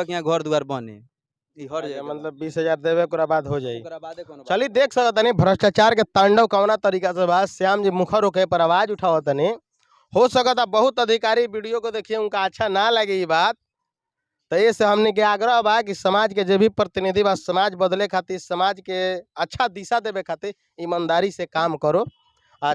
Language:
Bhojpuri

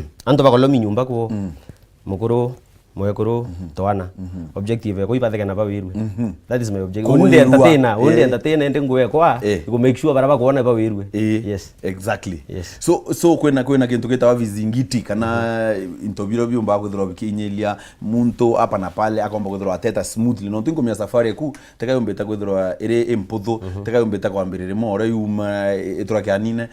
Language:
Meru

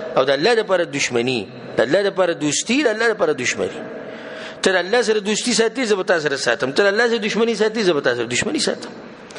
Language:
Pashto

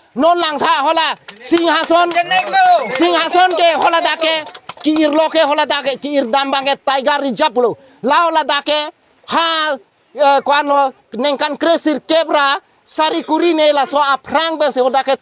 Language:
Karbi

